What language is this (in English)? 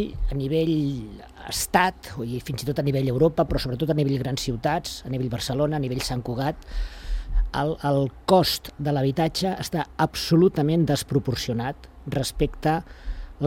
Catalan